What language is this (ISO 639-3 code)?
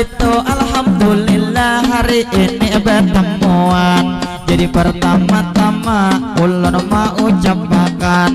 bjn